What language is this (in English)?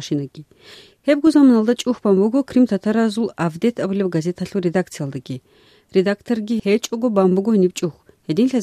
Avaric